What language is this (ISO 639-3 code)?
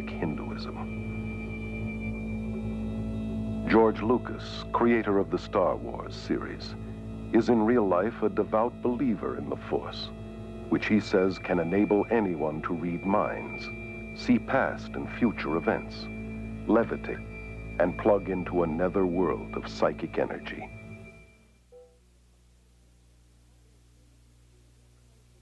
eng